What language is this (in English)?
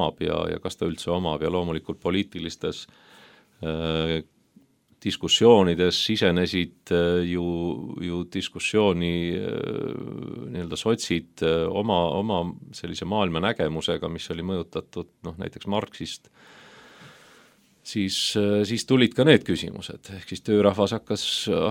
Estonian